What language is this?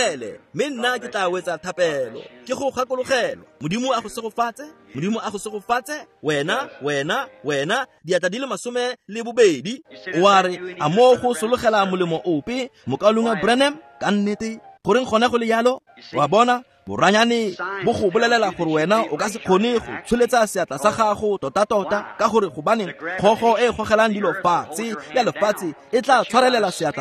Tswana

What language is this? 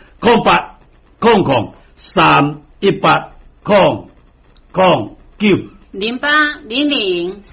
Min Nan Chinese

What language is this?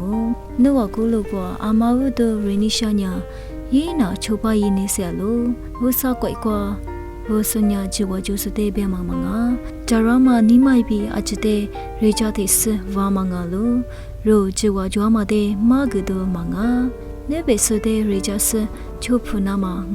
Lisu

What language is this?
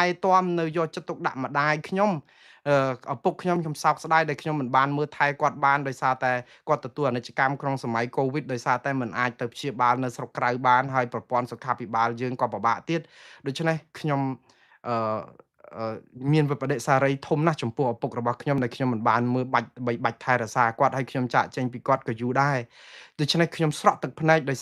Khmer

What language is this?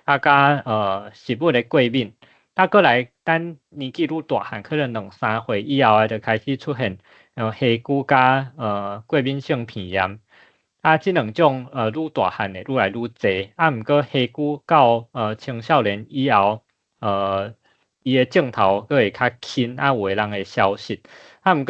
Min Nan Chinese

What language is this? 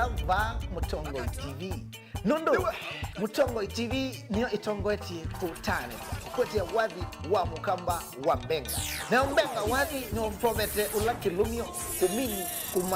Kamba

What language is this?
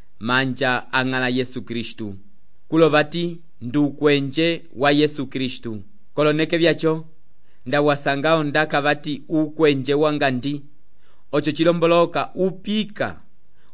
Umbundu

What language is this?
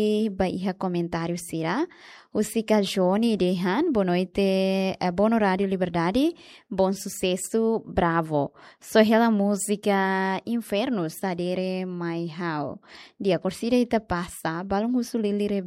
Tetum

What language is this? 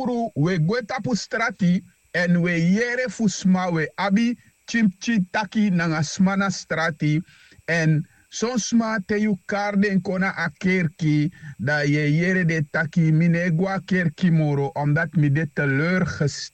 Sranan Tongo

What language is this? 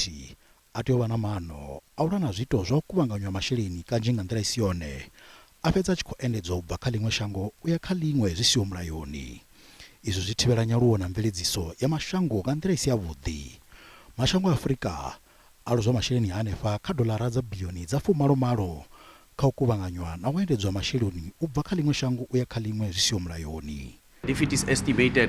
Venda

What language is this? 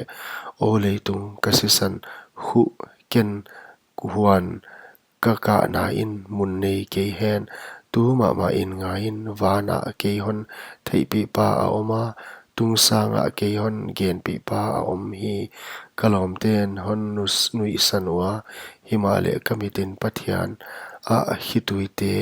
Paite Chin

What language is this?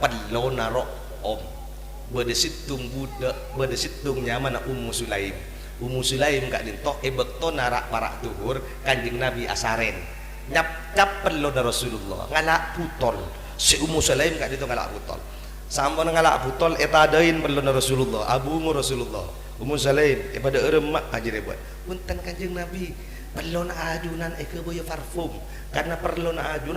Madurese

